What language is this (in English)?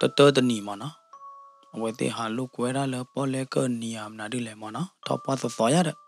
S'gaw Karen